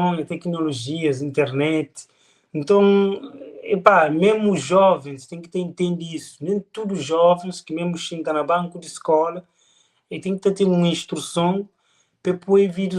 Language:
Kabuverdianu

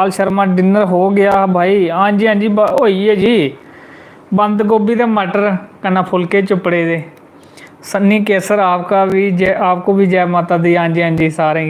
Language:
Dogri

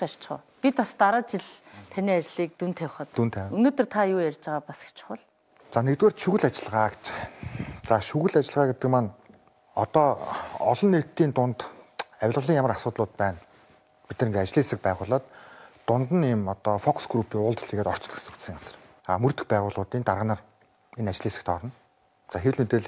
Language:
Mongolian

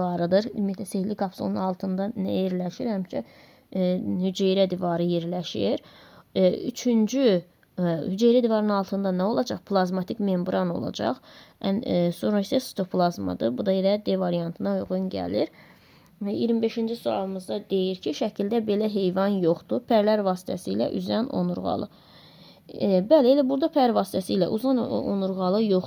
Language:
Azerbaijani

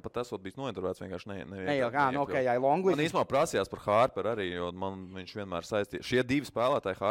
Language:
Latvian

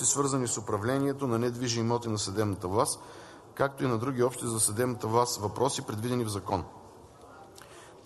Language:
Bulgarian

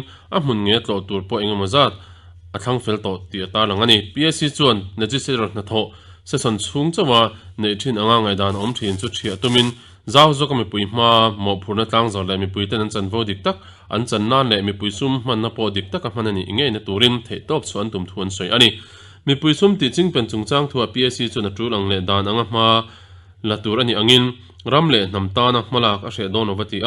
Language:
Mizo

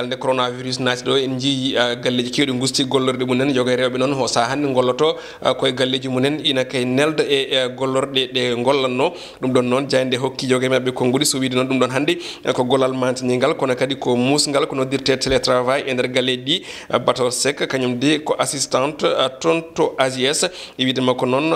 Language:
Fula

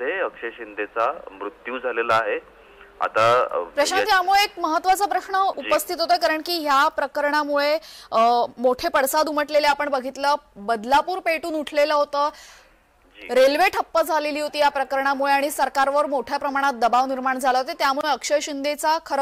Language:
Marathi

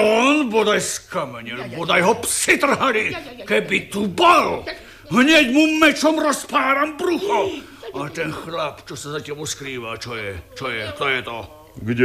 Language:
Slovak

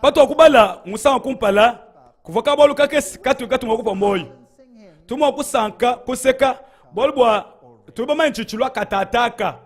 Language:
Luba-Lulua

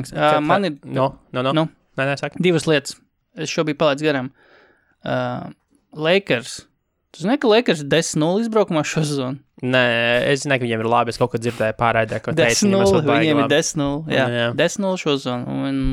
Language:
Latvian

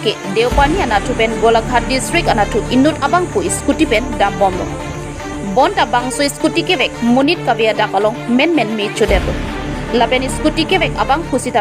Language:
Karbi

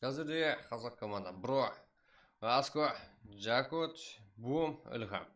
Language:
Kara-Kalpak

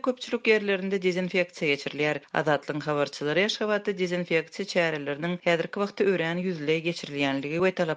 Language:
Turkmen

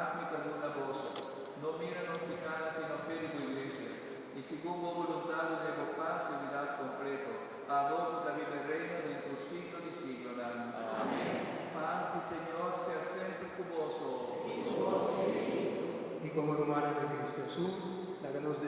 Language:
Papiamento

